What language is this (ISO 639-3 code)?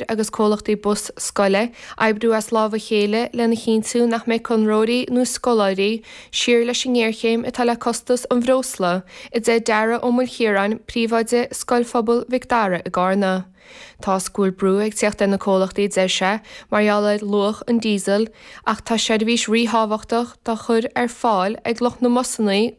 gle